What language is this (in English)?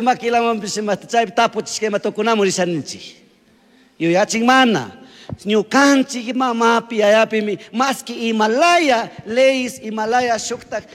Chimborazo Highland Quichua